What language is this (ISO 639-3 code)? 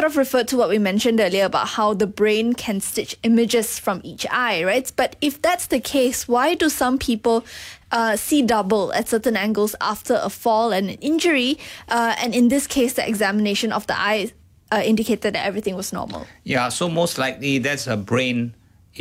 eng